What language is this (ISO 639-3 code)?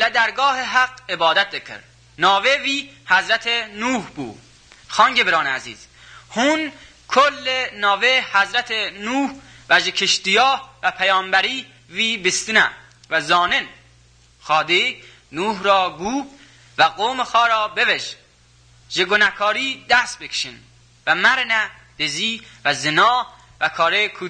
kur